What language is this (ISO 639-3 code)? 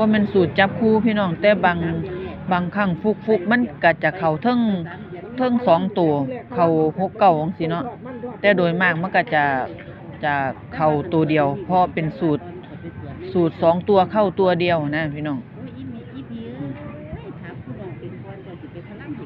tts